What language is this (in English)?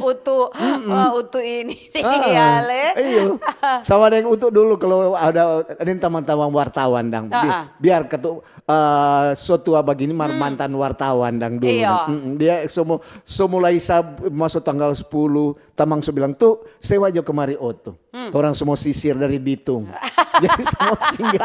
Manado Malay